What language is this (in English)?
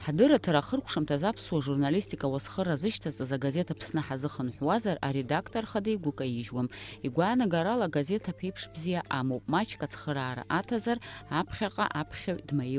Abkhazian